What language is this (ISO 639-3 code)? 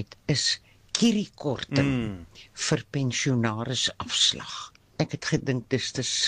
afr